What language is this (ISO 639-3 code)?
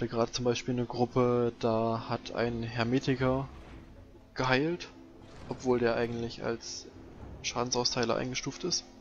deu